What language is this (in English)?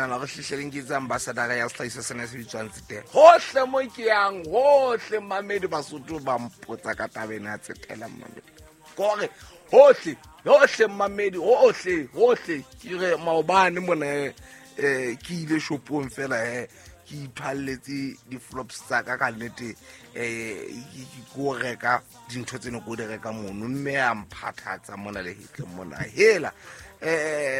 Southern Sotho